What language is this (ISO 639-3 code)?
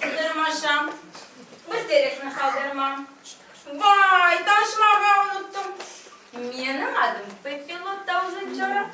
crh